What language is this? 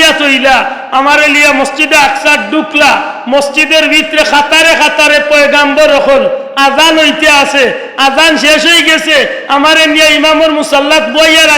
Sylheti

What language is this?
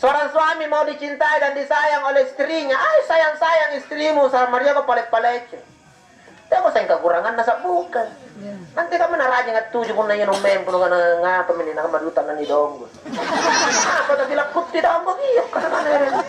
Makasar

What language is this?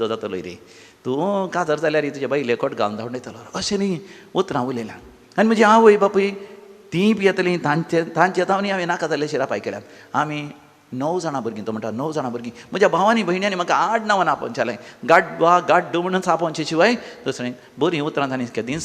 Konkani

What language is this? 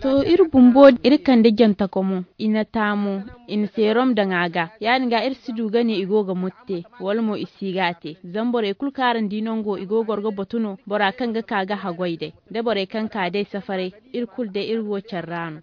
Zarma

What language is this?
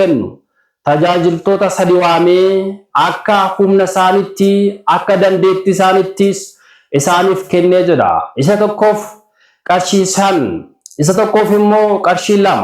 Oromo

